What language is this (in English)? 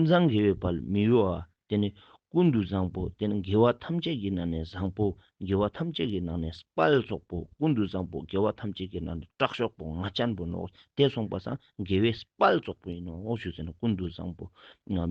Ladakhi